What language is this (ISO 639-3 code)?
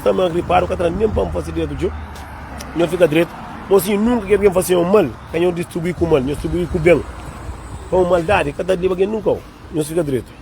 kea